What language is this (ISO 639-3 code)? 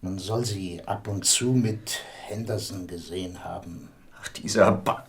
gsw